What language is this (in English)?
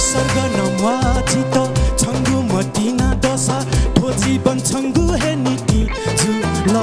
Newari